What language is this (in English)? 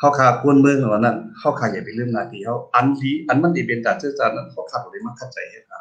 Shan